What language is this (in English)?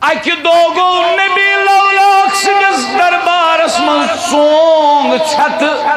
Kashmiri